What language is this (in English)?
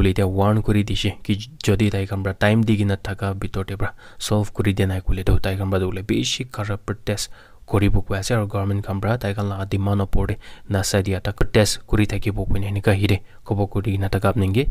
Naga Pidgin